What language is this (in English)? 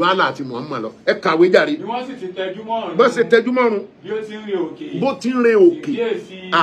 Yoruba